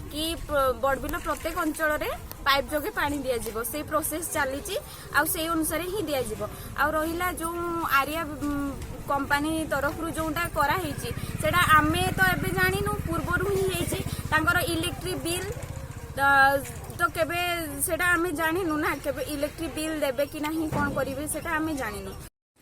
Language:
Odia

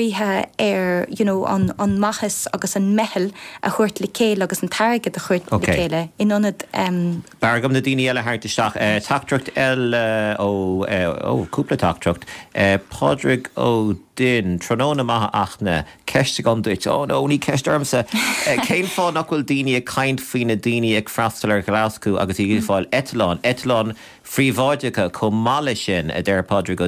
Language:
Irish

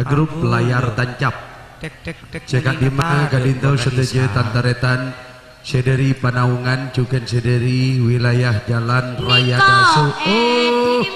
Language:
Madurese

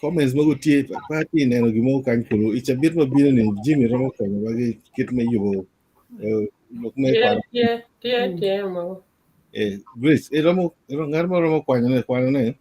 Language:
Acoli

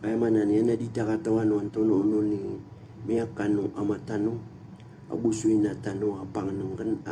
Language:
Maranao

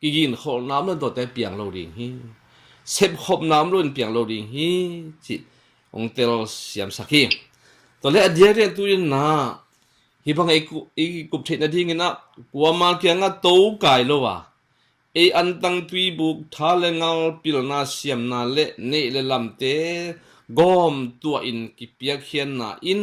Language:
Tedim Chin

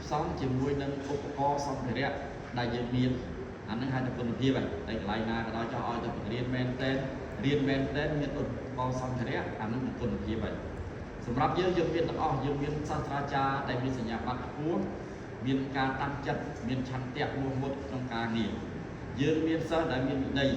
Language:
Khmer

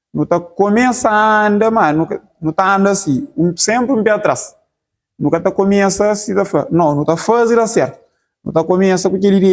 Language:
Kabuverdianu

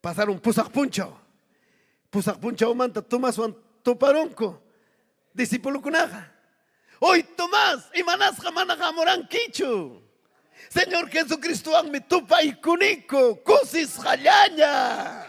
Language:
Ayacucho Quechua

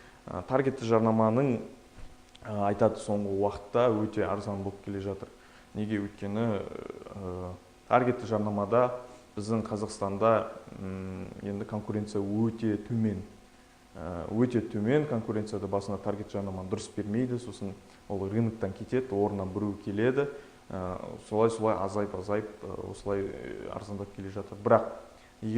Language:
Kazakh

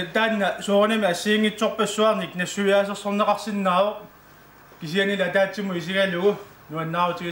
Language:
Kalaallisut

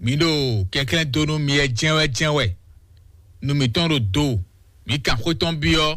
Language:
Fon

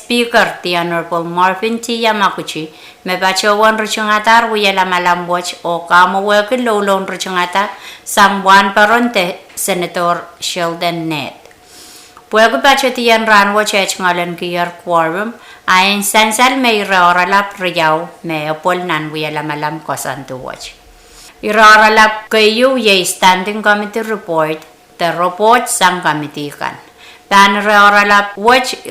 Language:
Pohnpeian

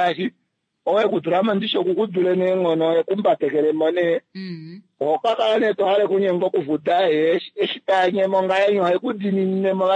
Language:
Kuanyama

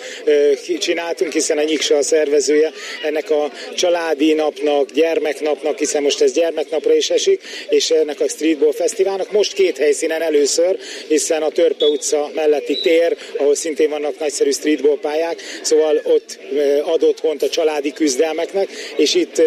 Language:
Hungarian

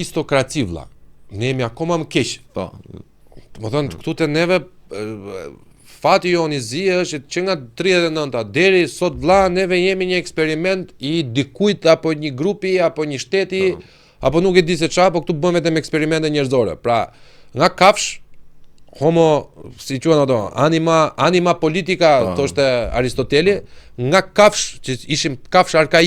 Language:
Albanian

